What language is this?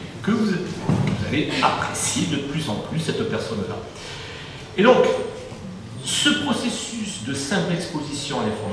French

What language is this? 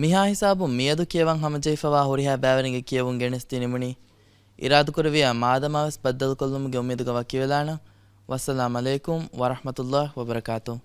Divehi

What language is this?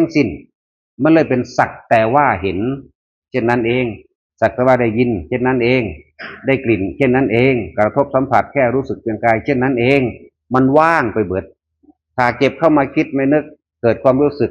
Northeastern Thai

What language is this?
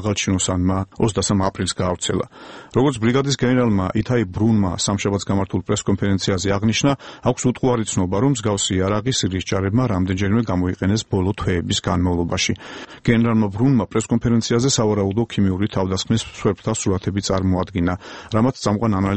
Georgian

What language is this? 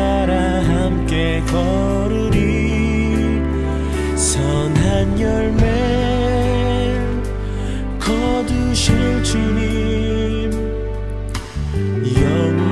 Korean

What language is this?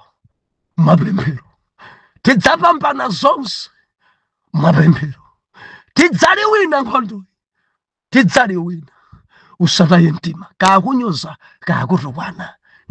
Nyanja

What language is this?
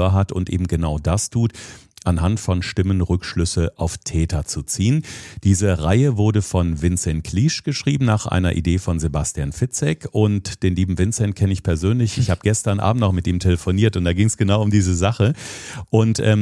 German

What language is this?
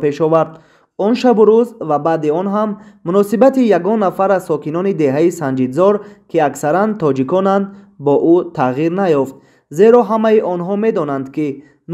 Tajik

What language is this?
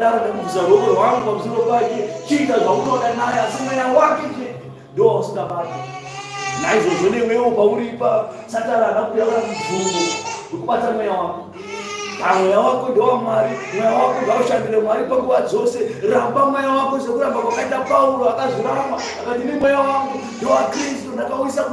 Shona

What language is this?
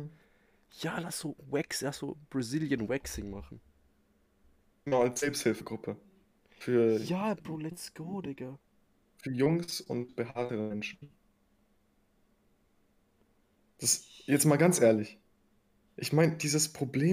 German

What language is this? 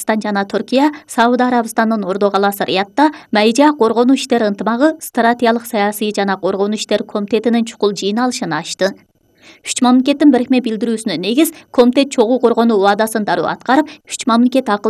Kyrgyz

